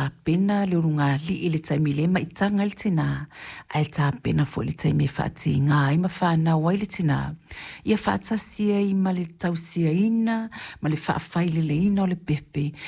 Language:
Samoan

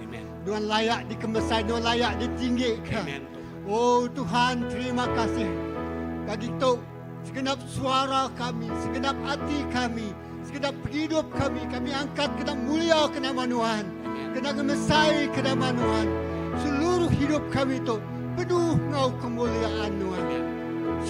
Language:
Iban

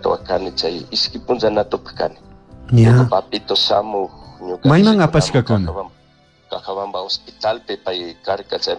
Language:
Chimborazo Highland Quichua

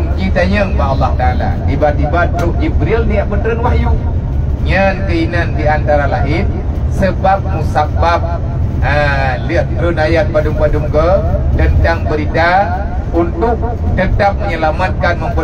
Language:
Achinese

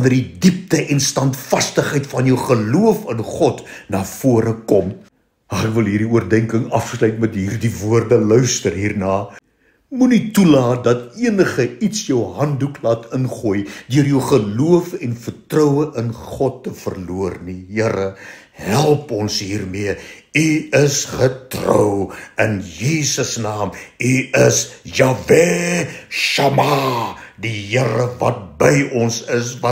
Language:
Afrikaans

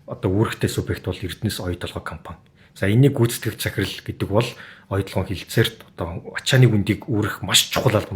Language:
Mongolian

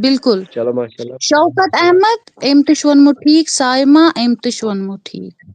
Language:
Kashmiri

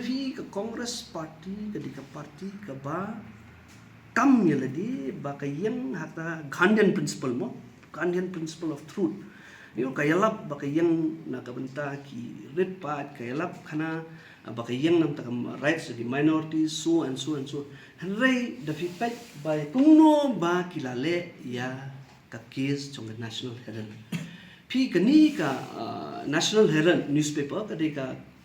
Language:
Khasi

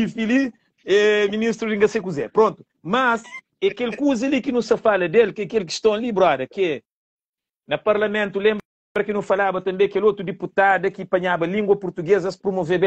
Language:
Kabuverdianu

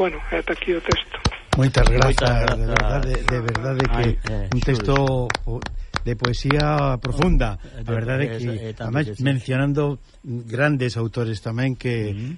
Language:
Galician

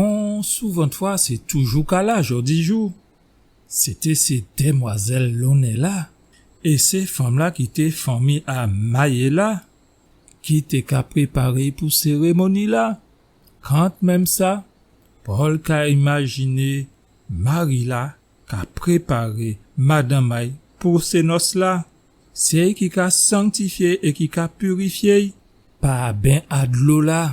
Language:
Guadeloupean Creole French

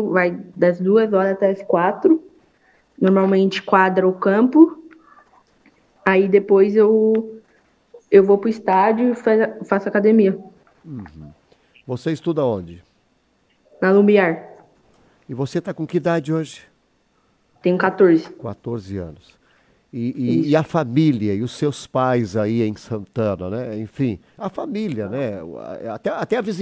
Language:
Portuguese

